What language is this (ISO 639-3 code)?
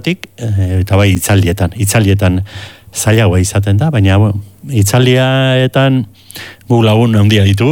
eus